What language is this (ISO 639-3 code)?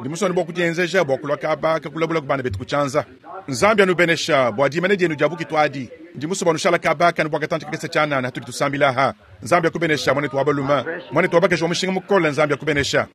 lua